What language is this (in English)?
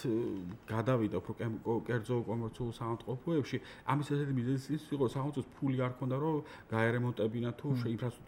Georgian